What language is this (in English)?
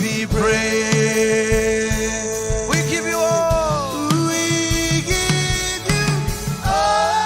Marshallese